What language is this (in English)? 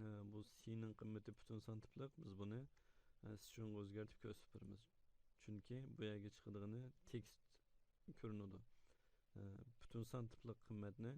Uyghur